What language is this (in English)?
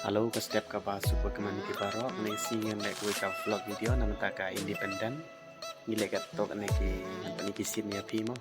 Khasi